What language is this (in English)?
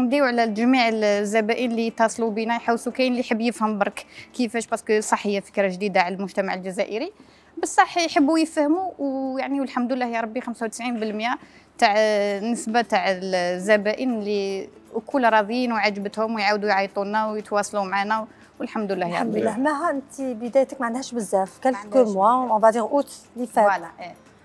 Algerian Arabic